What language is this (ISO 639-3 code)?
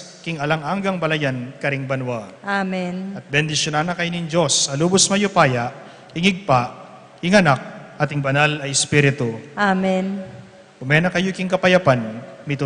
pam